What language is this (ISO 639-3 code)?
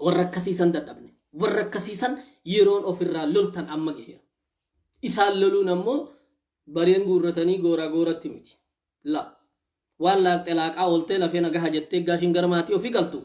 orm